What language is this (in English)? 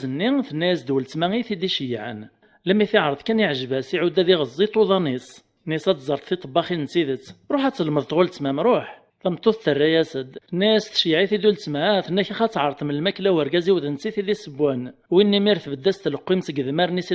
Kabyle